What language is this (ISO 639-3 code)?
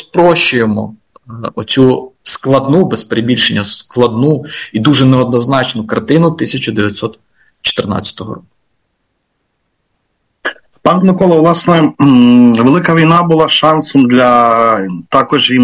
ukr